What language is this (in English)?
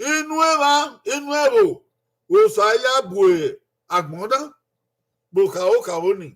Bini